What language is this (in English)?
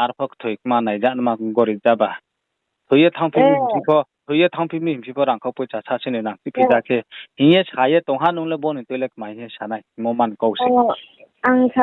Riang (India)